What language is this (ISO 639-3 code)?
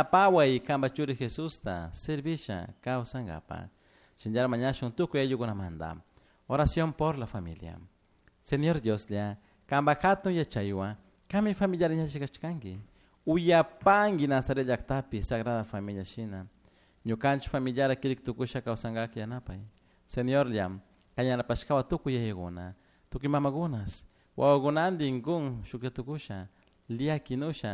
qug